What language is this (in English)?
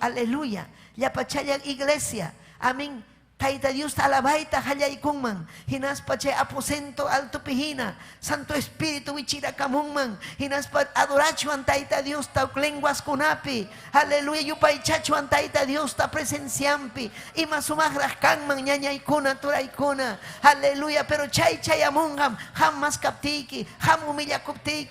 Ayacucho Quechua